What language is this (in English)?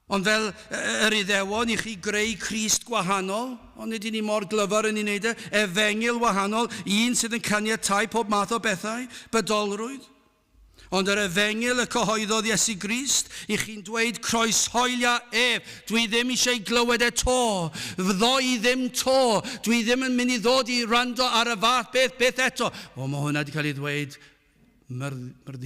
Welsh